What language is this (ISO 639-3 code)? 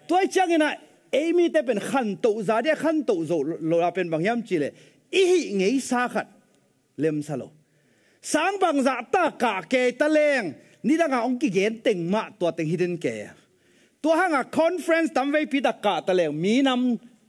ctd